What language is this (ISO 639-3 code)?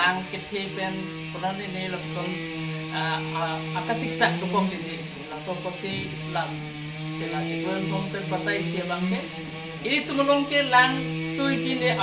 mjw